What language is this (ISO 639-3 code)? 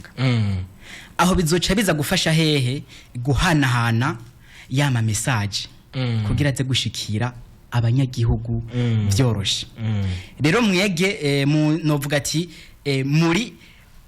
run